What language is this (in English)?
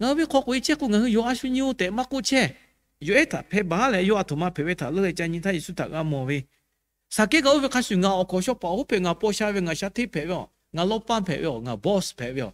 Lahu